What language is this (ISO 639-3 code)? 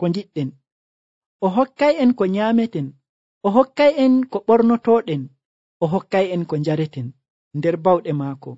fuv